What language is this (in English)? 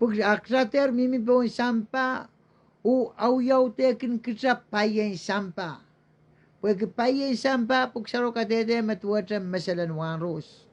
Pohnpeian